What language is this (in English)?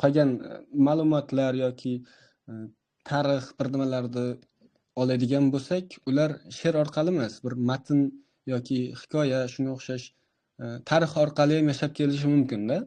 Uzbek